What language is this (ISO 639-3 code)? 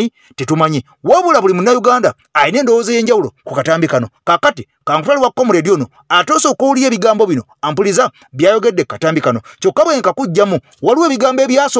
lug